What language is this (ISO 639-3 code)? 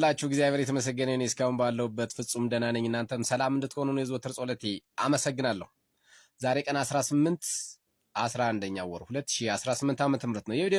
amh